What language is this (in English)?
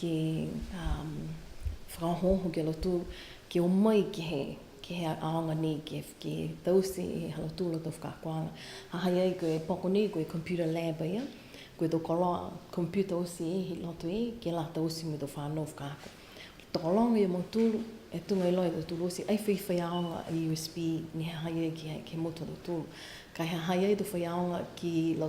Niuean